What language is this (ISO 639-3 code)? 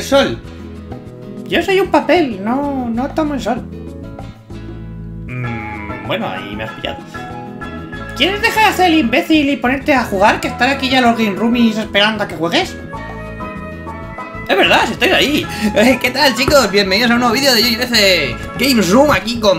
spa